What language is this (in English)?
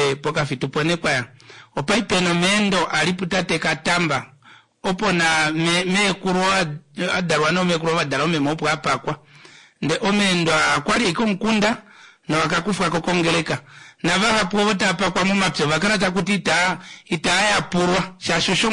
Kuanyama